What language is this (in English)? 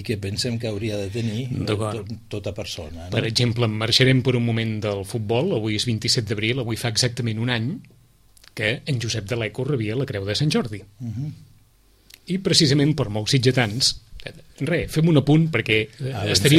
Catalan